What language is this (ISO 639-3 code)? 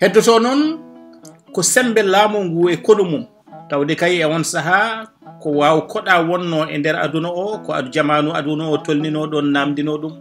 ful